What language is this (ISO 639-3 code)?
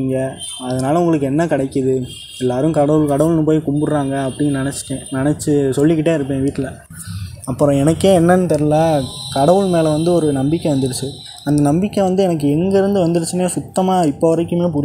tam